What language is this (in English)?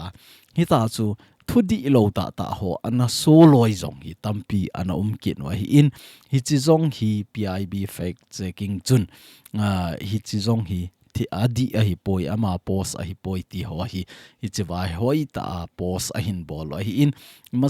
Thado Chin